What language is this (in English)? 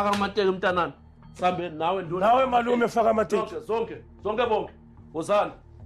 Zulu